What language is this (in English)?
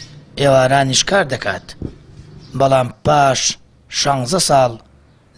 Central Kurdish